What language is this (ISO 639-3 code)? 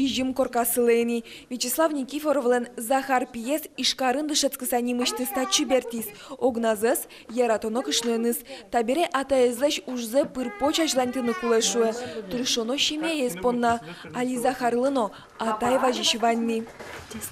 udm